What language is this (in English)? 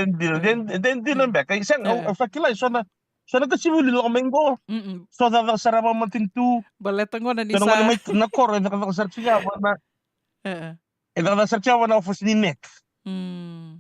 Fijian